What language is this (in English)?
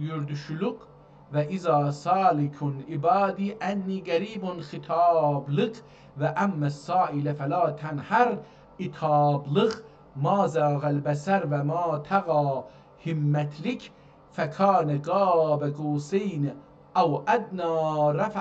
South Azerbaijani